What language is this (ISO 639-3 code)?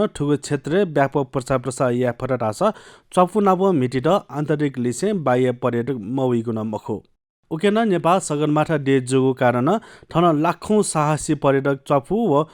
new